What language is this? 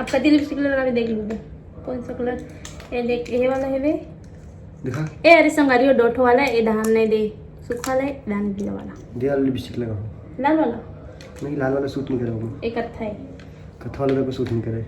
Chhattisgarhi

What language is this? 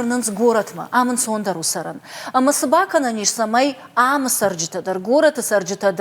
Ossetic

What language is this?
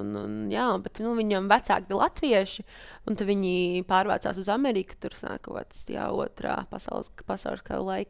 Latvian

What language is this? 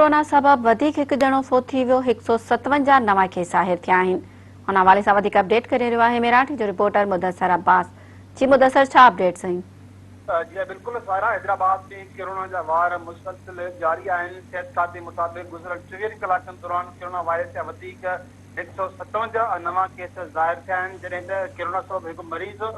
Sindhi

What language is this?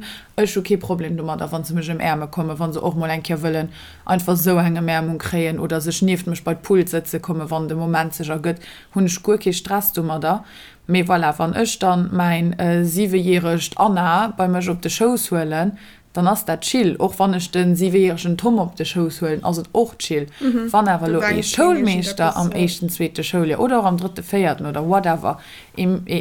Luxembourgish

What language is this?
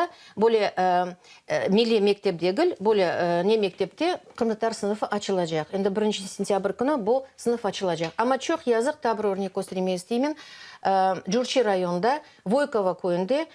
Crimean Tatar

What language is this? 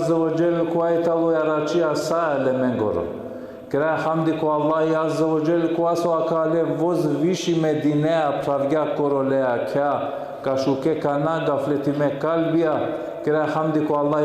Balkan Romani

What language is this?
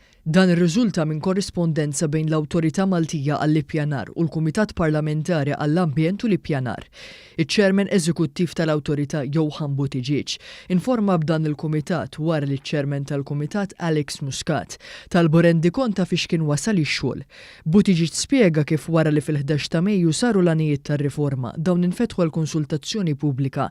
Maltese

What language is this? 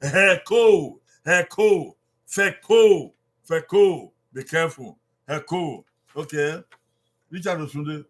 Bini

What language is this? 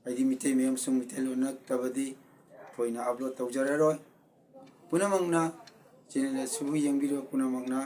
Manipuri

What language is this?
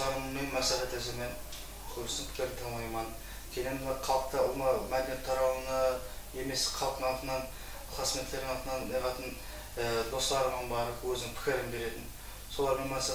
Kara-Kalpak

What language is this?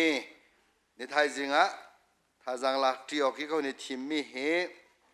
Hakha Chin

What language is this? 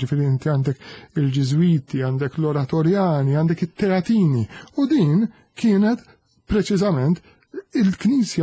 Maltese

